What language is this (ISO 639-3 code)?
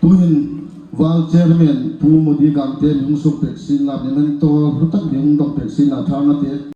hmr